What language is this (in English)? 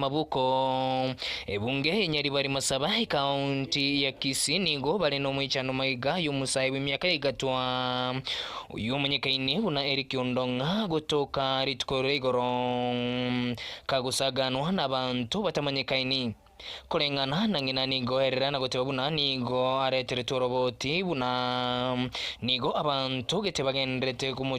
Gusii